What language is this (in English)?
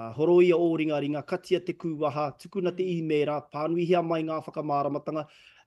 Māori